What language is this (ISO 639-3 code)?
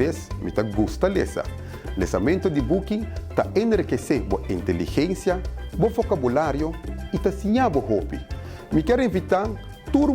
pap